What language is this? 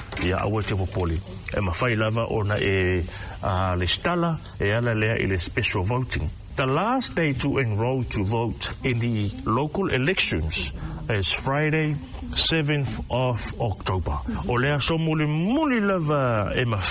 Samoan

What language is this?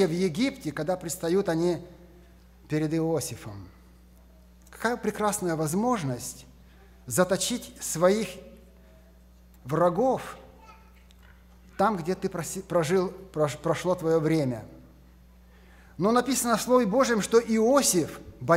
Russian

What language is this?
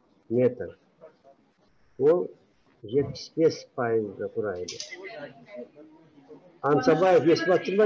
Kazakh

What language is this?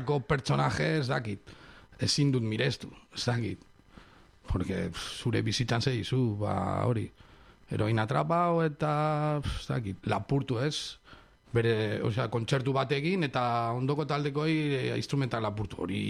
Basque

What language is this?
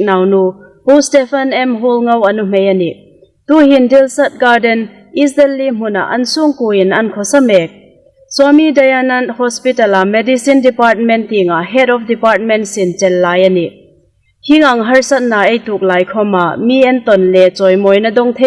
Hmar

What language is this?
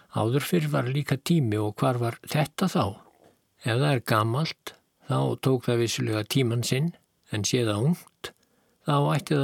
Icelandic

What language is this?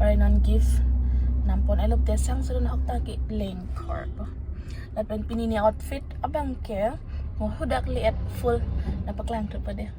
Karbi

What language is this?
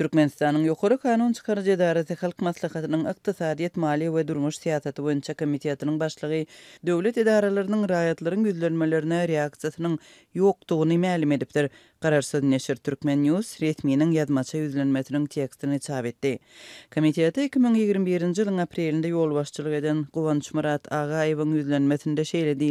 Turkmen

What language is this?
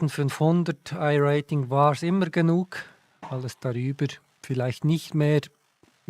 Swiss German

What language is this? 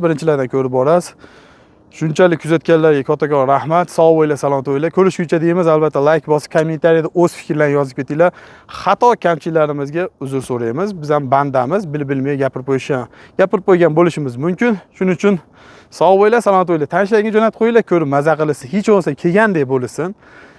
Uzbek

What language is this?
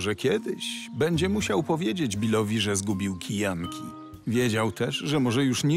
Polish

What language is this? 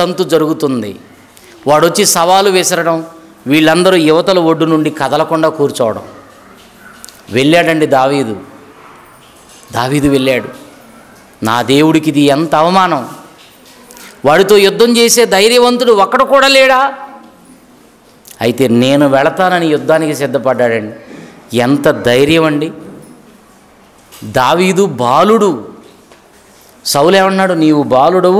Telugu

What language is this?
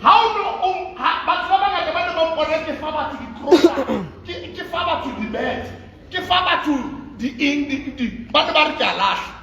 Southern Sotho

